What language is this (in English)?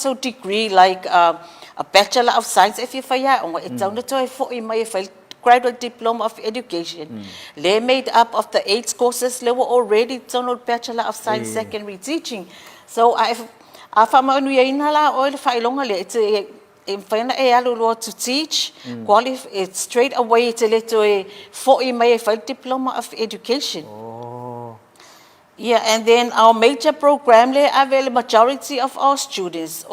Samoan